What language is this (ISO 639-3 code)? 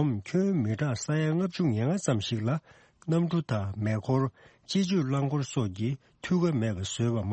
bod